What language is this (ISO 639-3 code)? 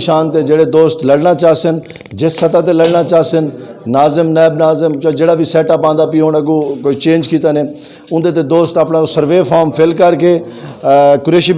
skr